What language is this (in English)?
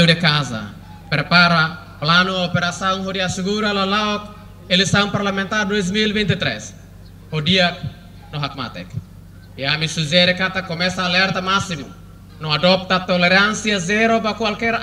Tetum